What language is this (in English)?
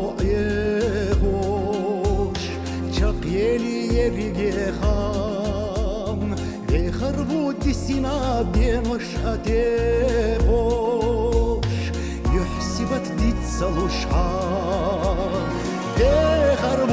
Chechen